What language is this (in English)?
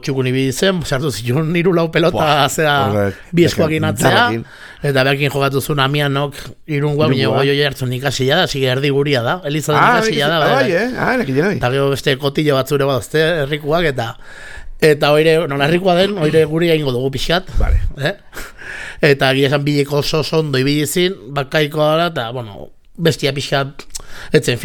Basque